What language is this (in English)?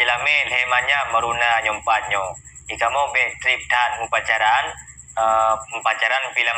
Achinese